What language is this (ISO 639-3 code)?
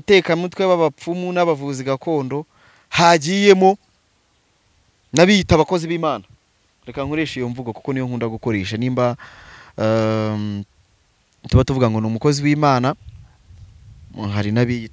kin